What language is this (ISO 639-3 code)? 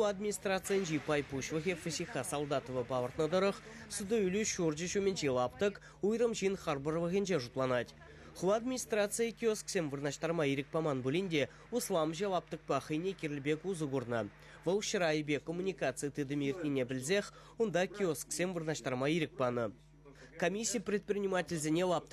chv